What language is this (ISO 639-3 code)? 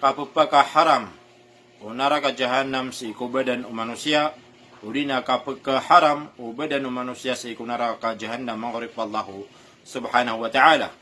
mrw